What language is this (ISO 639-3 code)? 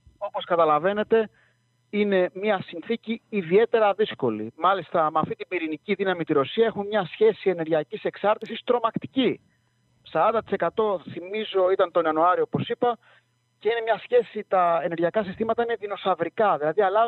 ell